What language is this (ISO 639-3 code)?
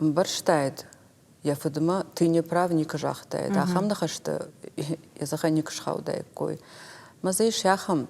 oss